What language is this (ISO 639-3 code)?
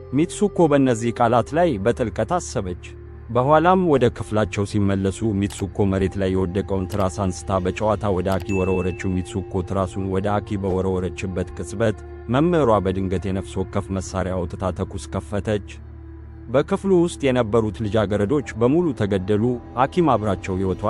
amh